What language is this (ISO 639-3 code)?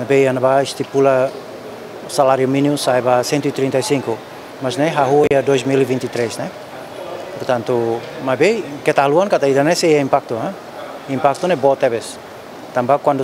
tet